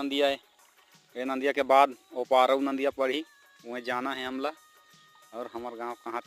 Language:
Chhattisgarhi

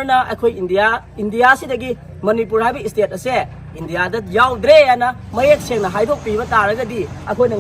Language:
Manipuri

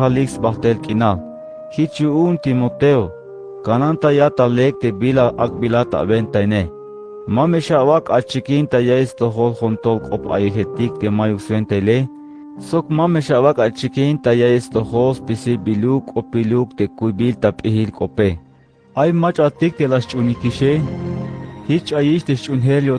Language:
Tzeltal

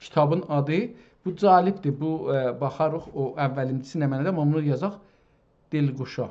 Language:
South Azerbaijani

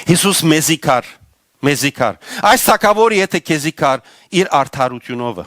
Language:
Western Armenian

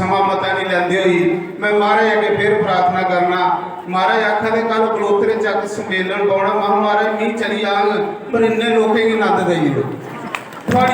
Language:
Dogri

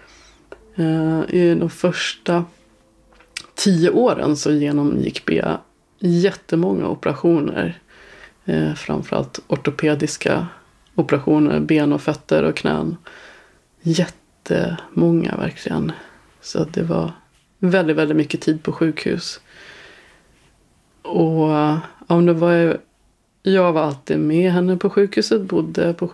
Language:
Swedish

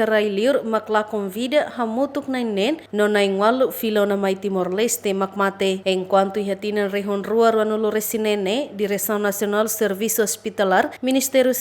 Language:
Tetum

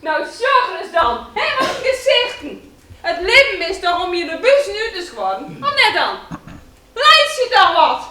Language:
Western Frisian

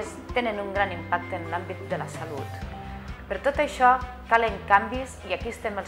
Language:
Catalan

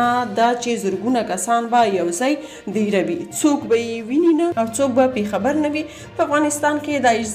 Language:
Pashto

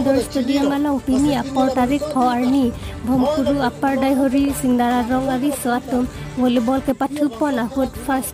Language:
Karbi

